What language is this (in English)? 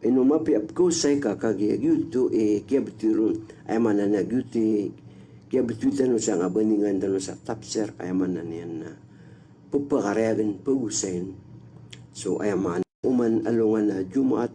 Maranao